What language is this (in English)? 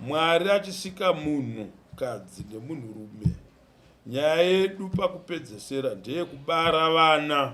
Shona